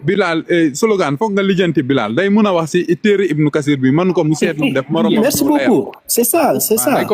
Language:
Wolof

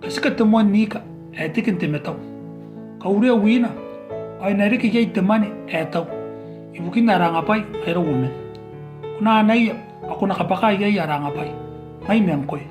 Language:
Gilbertese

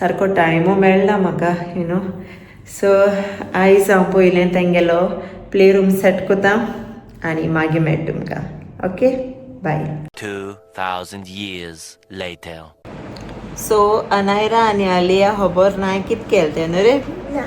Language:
Konkani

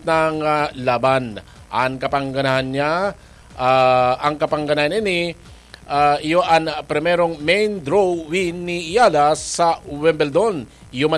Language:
Bikol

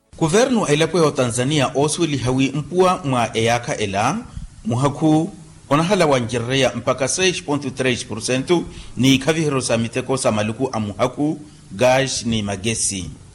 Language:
Makhuwa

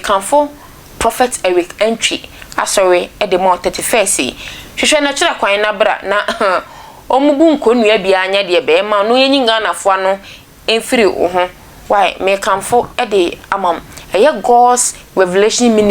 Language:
Akan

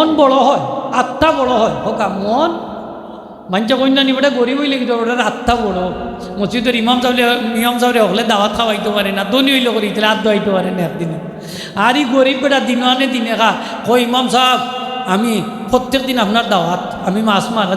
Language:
Sylheti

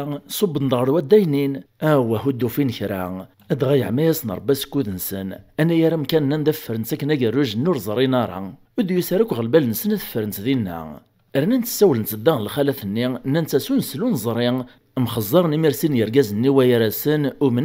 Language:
Kabyle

